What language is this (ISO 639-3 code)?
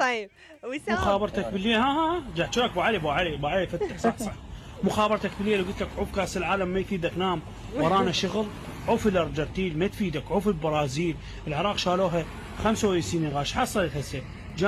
acm